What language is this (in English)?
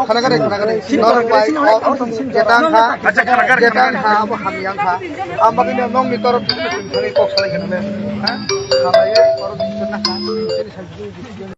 Kok Borok